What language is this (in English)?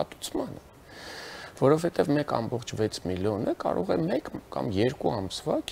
Armenian